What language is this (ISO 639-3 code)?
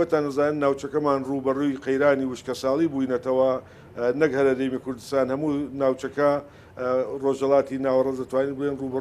ckb